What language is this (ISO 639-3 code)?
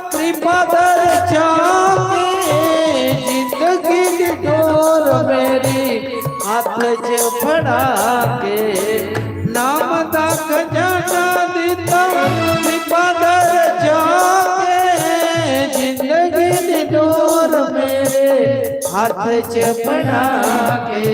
doi